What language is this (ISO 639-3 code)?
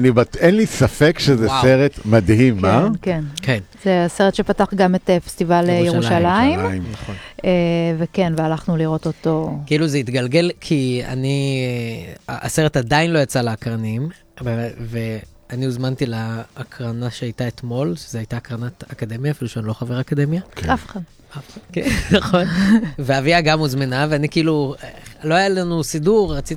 heb